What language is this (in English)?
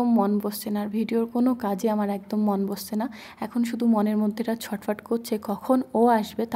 Bangla